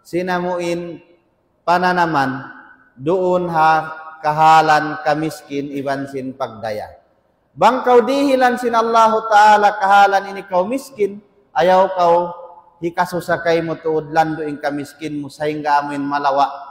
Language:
Tausug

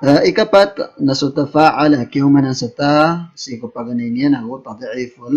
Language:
Maranao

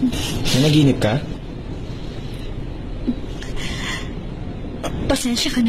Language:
Filipino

